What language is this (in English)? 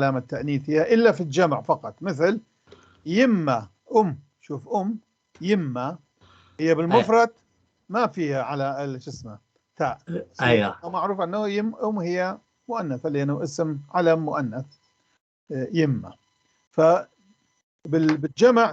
North Levantine Arabic